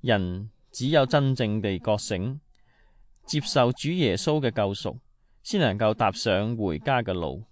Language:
Cantonese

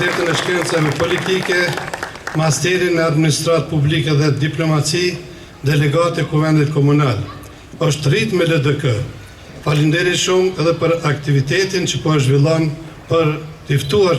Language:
Albanian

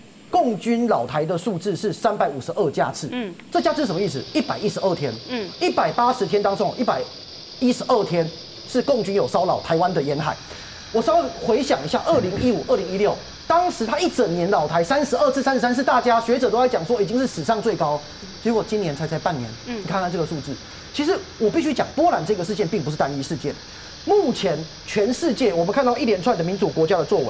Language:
Chinese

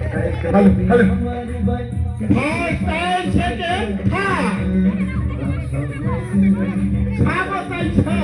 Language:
Kok Borok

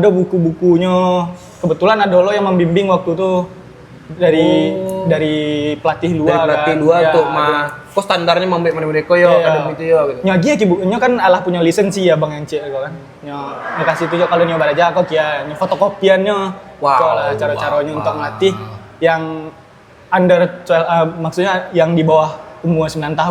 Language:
Minangkabau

